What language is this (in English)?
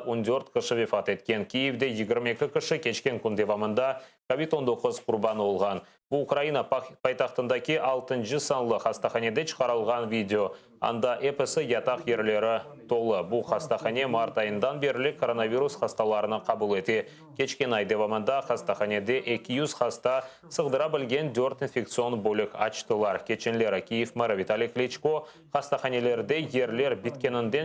Crimean Tatar